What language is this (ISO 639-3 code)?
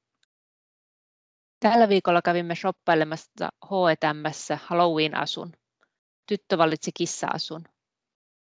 fin